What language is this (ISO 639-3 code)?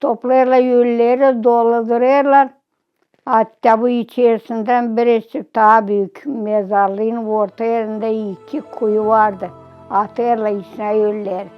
gag